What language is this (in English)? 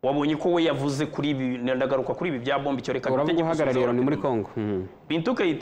Kinyarwanda